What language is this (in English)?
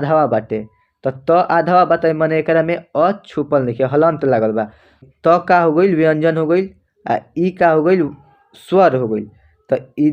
Bhojpuri